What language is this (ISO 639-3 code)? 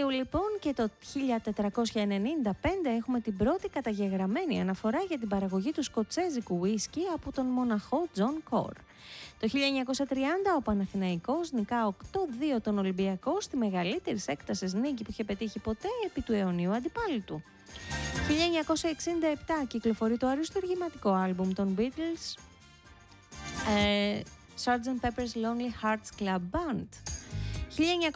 ell